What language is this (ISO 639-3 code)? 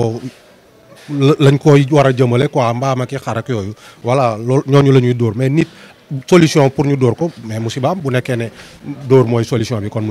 wol